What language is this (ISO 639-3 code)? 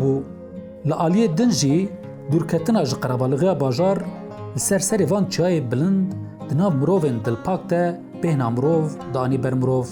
kur